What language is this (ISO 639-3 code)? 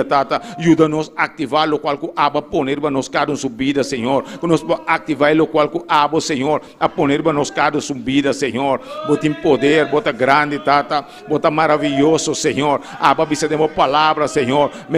pap